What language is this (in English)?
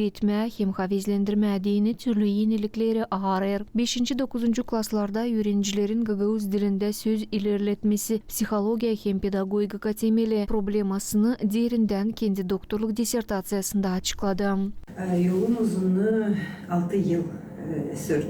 Gagauz